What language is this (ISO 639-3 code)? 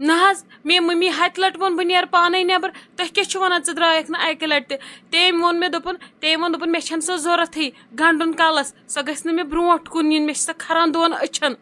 kas